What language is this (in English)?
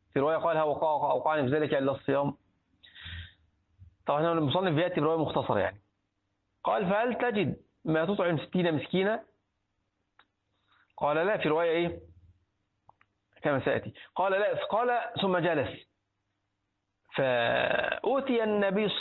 Arabic